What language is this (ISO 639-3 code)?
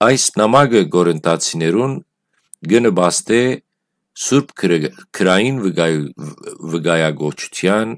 hyw